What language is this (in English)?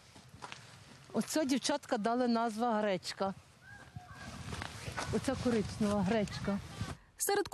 Ukrainian